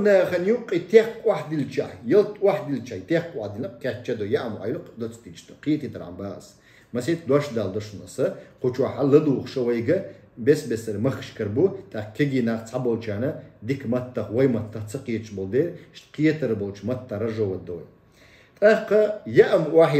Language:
Chechen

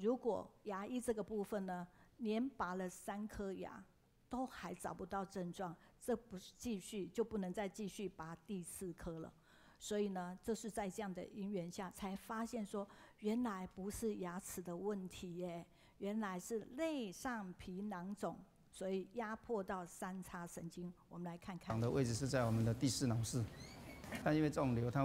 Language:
Chinese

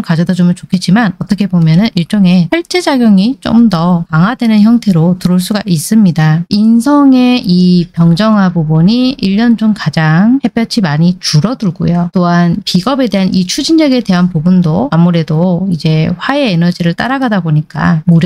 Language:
Korean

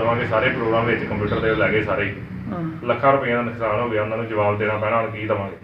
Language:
Punjabi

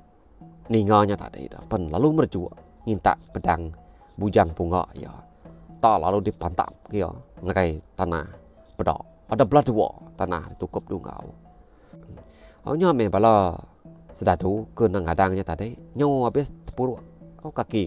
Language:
Iban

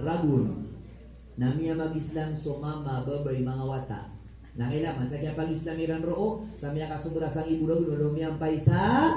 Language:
Maranao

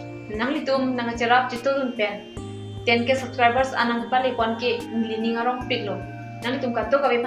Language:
Karbi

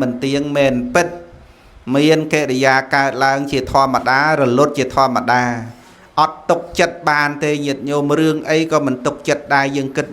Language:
Khmer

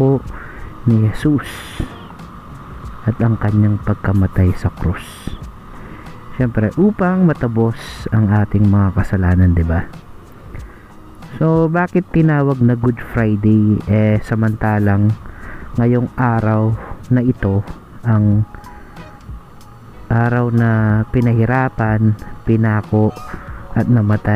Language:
Filipino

